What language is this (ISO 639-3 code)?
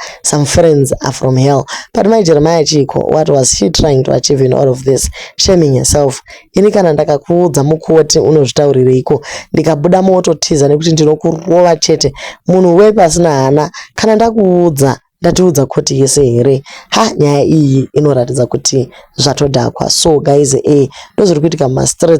sna